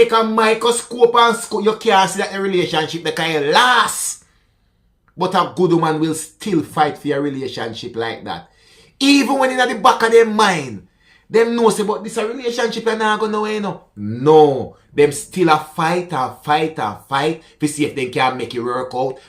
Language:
Jamaican Creole English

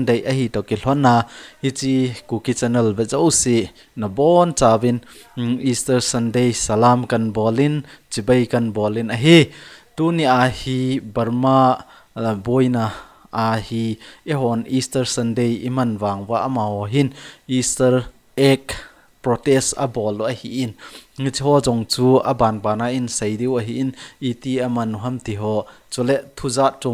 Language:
Thado Chin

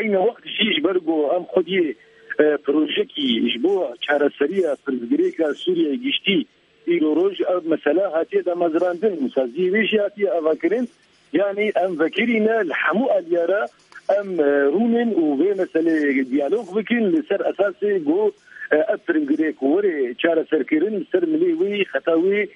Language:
Kurdish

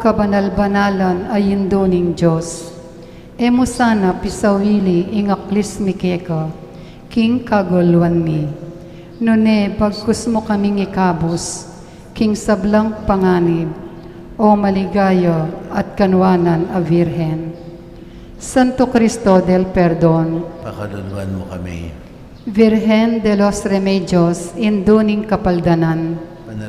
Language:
Pampanga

